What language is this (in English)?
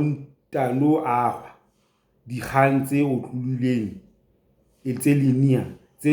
Southern Sotho